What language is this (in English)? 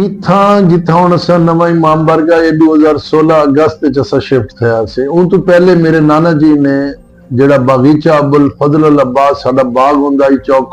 Saraiki